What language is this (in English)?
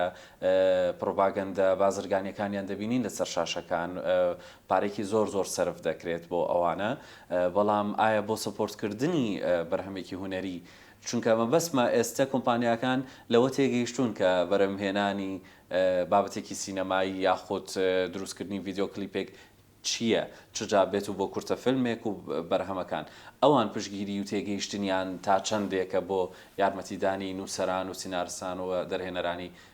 Central Kurdish